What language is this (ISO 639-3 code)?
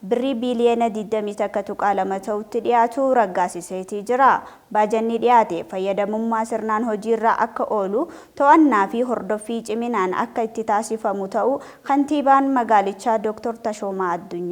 orm